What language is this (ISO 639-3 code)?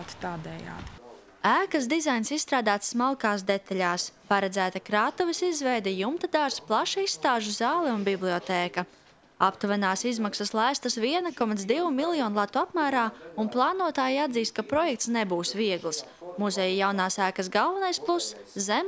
lav